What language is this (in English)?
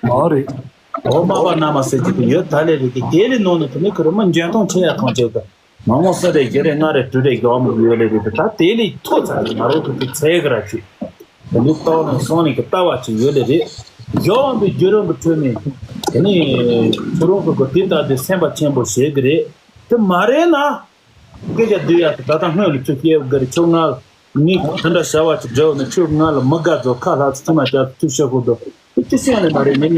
Tibetan